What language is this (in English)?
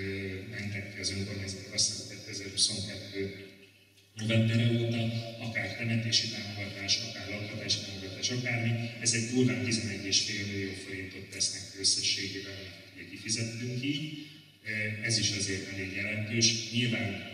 Hungarian